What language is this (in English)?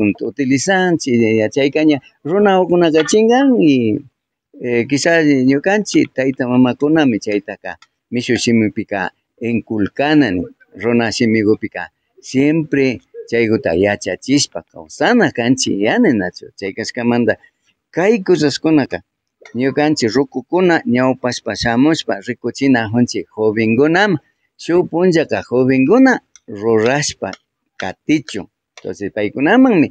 Imbabura Highland Quichua